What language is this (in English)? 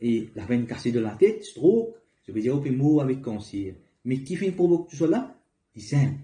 Morisyen